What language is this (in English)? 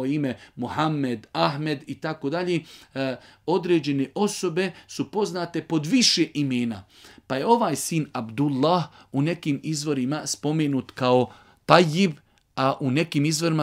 Bosnian